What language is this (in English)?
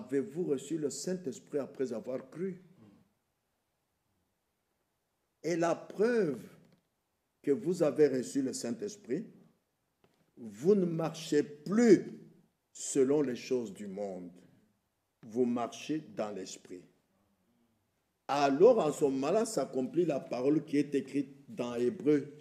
French